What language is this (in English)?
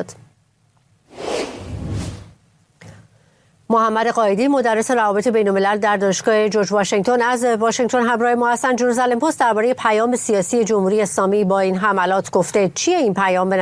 Persian